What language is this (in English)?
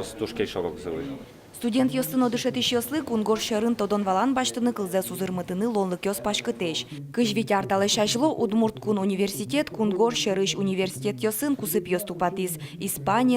Udmurt